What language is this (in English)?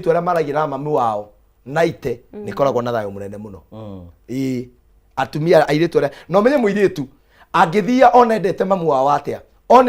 Kikuyu